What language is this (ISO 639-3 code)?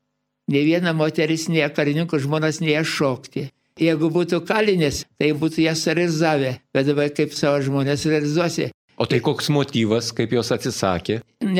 lit